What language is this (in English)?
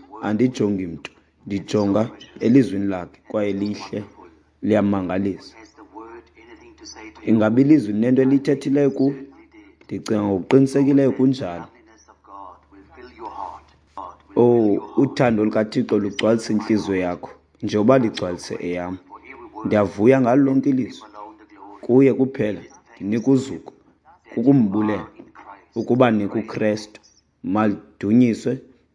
Xhosa